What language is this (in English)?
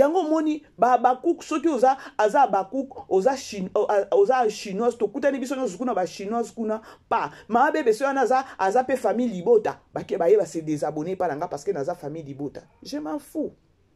Lingala